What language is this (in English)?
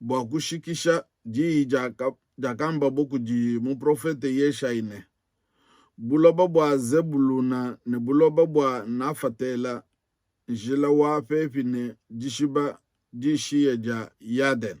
Luba-Lulua